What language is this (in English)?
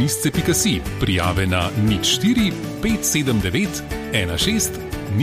Slovenian